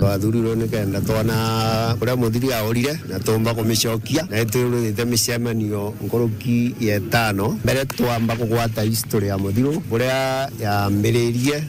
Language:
Meru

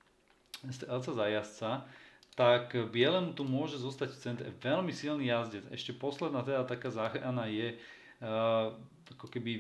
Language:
Slovak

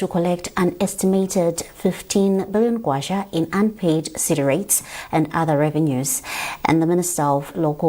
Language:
English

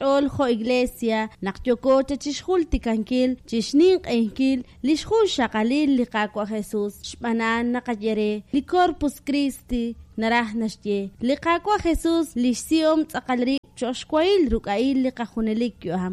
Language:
Kekchí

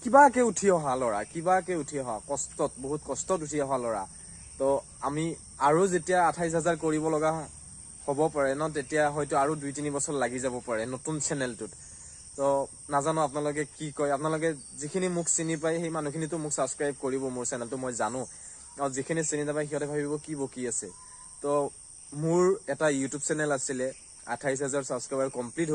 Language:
Assamese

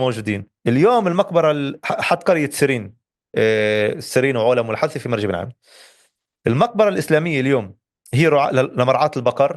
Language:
North Levantine Arabic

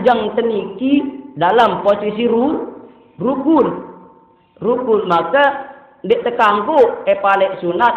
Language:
Sasak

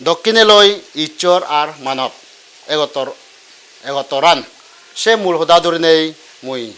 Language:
Chakma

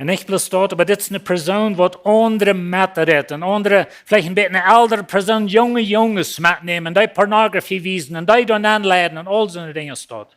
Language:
Plautdietsch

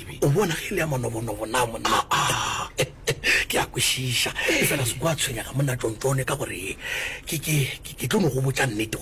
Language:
Northern Sotho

